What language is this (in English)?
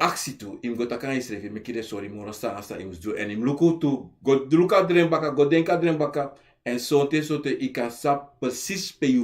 Sranan Tongo